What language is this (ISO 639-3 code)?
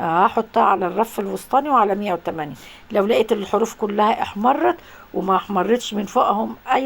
arz